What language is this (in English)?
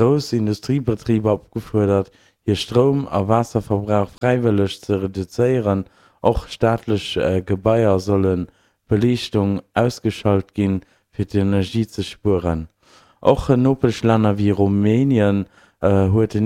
Luxembourgish